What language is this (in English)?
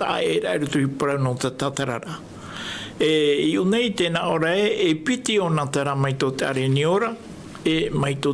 Tahitian